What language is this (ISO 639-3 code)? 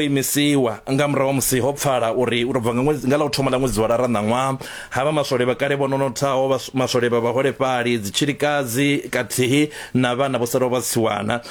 ven